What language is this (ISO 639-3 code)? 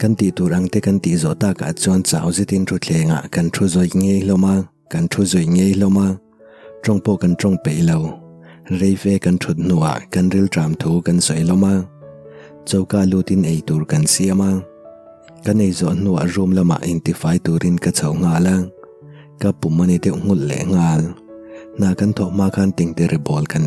lus